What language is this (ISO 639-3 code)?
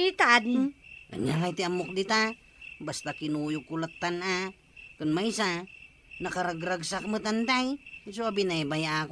ilo